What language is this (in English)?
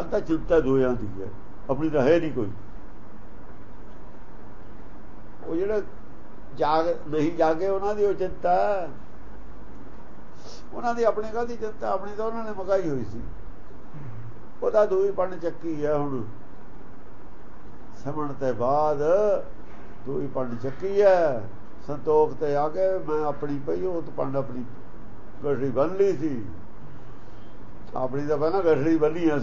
Punjabi